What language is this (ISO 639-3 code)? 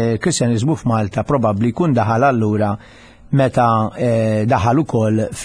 mlt